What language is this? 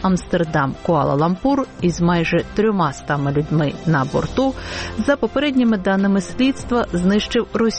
Ukrainian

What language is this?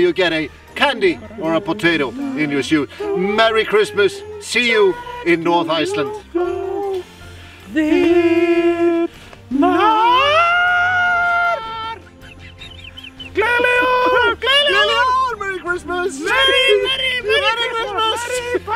Icelandic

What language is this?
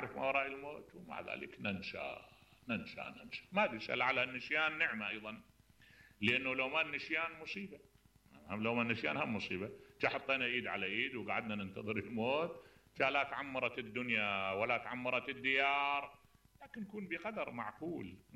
Mesopotamian Arabic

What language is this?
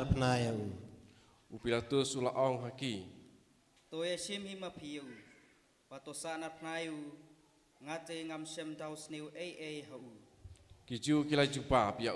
Khasi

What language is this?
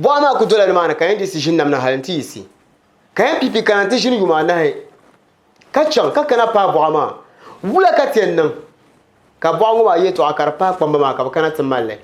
Dagbani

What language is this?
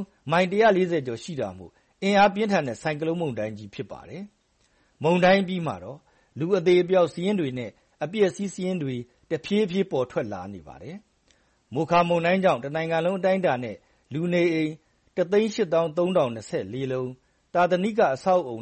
Burmese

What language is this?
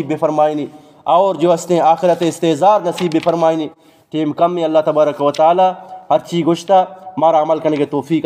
Eastern Balochi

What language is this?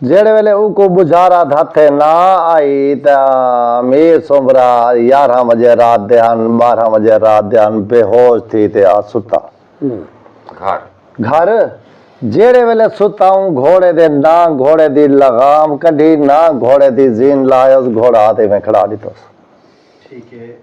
Saraiki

